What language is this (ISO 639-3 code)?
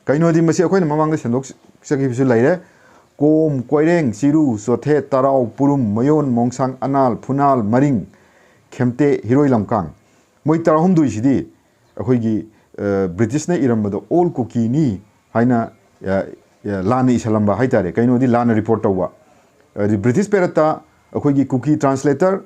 mni